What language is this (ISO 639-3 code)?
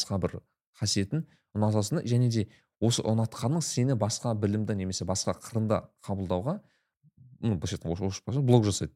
kaz